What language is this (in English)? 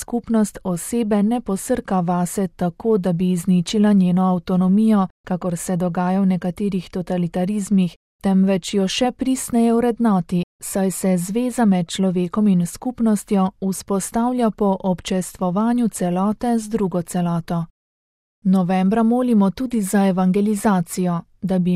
Slovenian